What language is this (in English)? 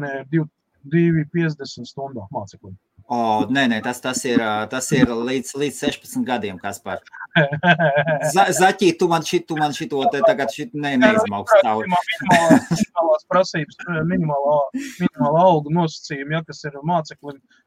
Latvian